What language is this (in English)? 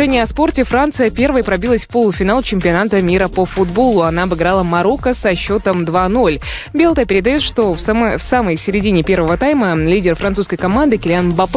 Russian